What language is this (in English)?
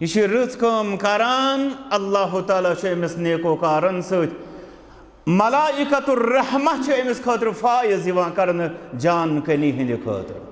Kashmiri